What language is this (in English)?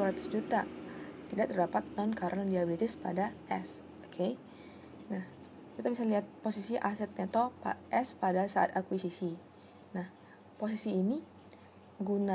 Indonesian